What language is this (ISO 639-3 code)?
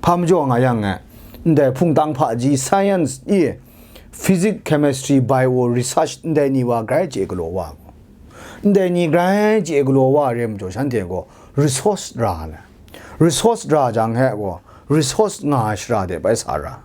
kac